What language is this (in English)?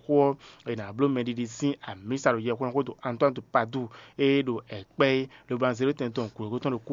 Fon